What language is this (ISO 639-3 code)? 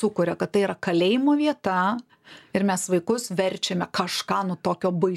lit